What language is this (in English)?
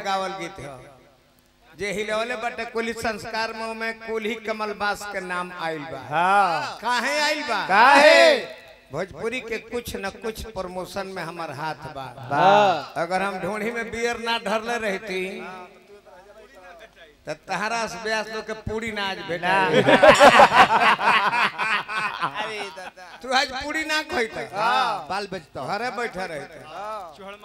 Bhojpuri